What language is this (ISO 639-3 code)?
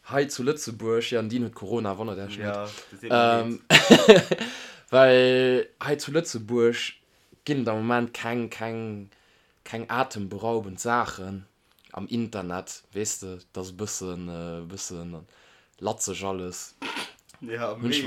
ltz